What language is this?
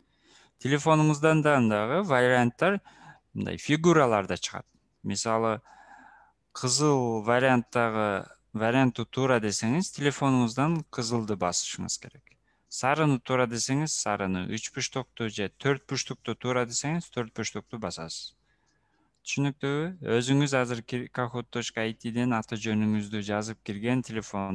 Kyrgyz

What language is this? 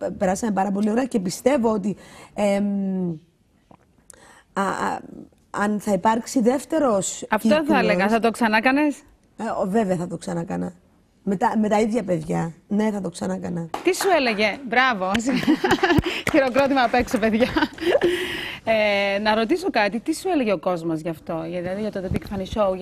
Greek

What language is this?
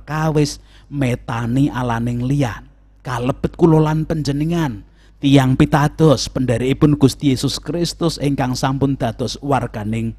Javanese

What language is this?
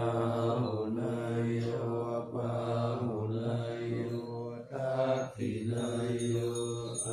Pali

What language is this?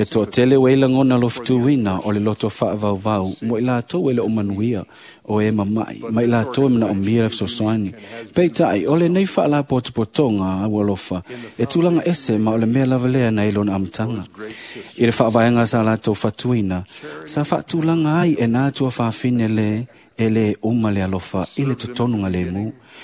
Samoan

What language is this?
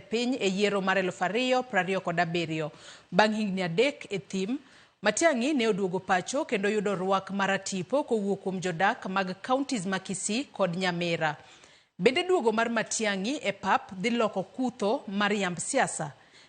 Luo (Kenya and Tanzania)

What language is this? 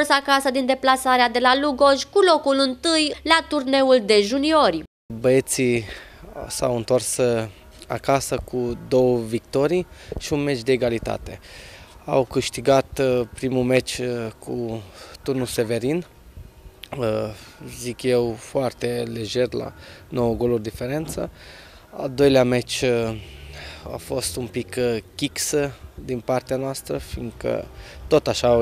Romanian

